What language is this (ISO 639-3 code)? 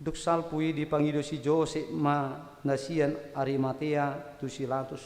bbc